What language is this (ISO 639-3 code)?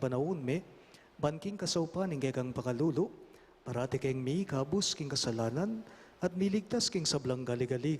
pam